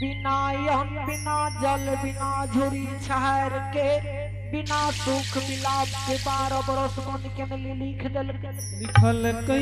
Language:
Angika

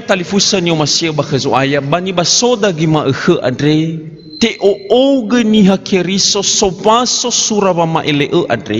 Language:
Nias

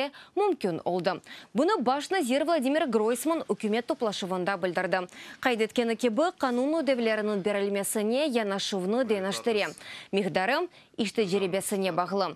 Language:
Crimean Tatar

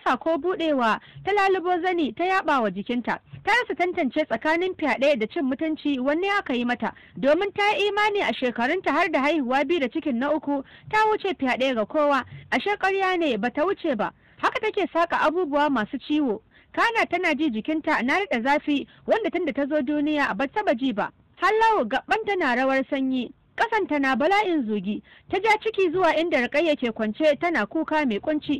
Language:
Hausa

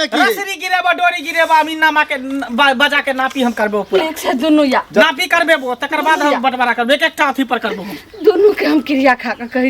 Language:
Maithili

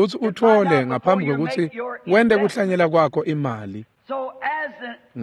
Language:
Swati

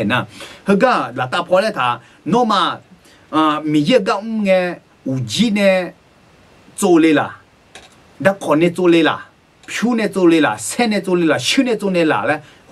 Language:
Akha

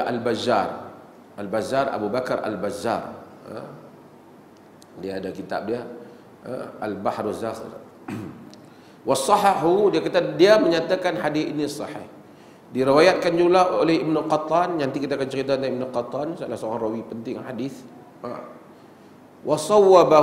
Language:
Malay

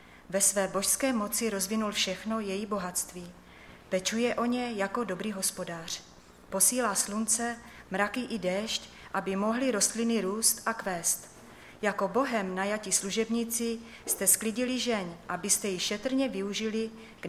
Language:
Czech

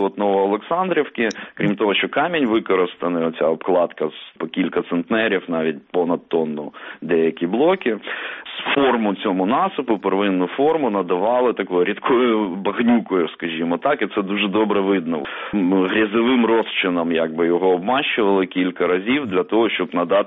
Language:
Ukrainian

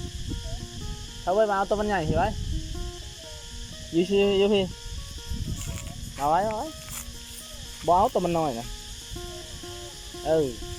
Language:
Lao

